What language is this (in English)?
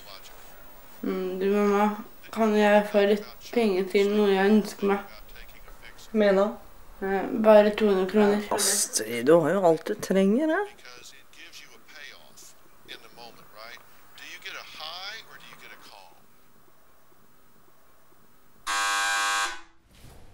Norwegian